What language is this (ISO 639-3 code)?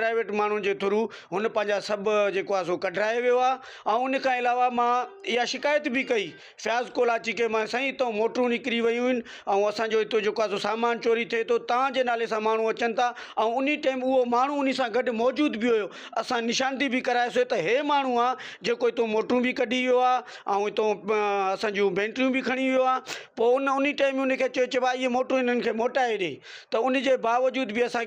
snd